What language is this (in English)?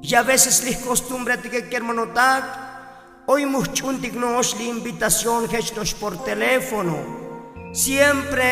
Tzotzil